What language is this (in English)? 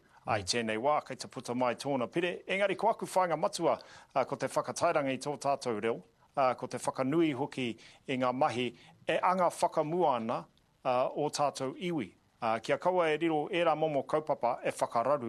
Māori